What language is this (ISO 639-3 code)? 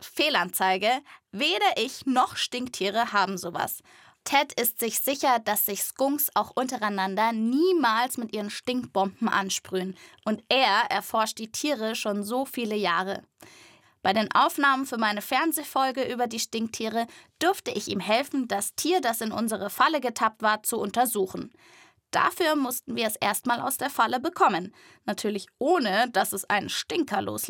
deu